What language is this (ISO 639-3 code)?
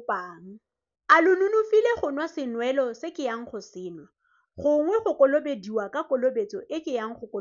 tsn